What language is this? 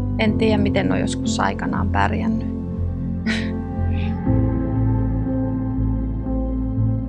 Finnish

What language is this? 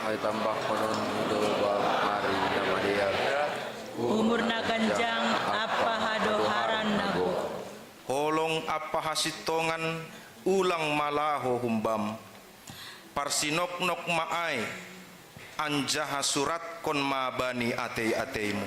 Batak Simalungun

